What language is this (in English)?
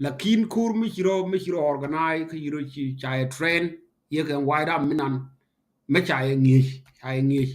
Nuer